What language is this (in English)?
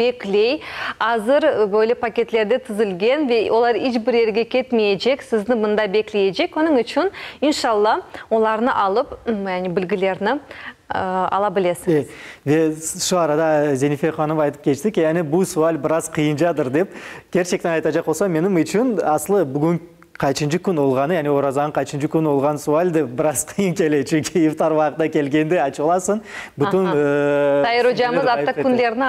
Crimean Tatar